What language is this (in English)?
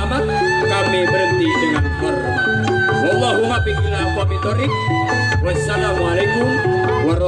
Betawi